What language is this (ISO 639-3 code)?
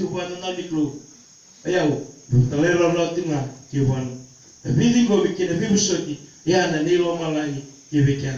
fij